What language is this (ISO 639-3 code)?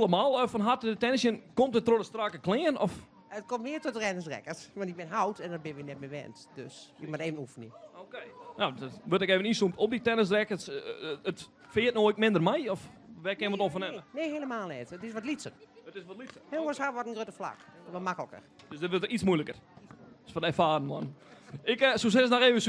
fry